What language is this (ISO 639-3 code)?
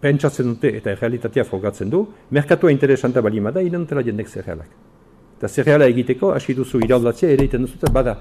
eus